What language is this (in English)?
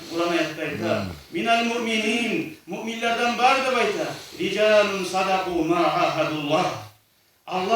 Kumyk